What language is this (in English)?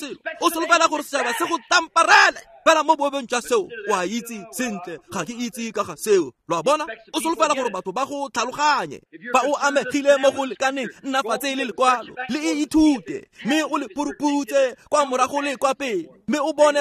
Tswana